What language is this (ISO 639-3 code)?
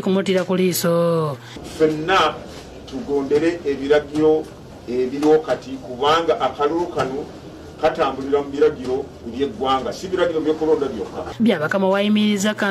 lug